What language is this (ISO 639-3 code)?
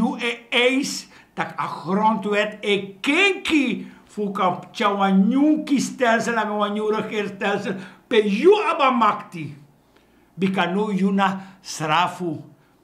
srn